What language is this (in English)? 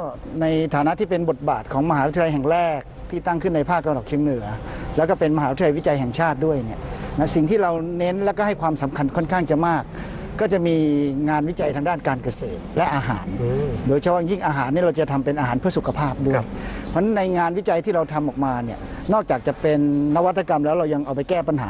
Thai